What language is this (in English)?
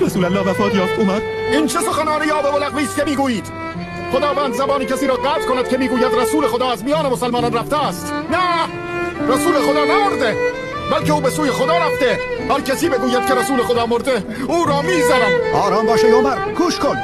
Tajik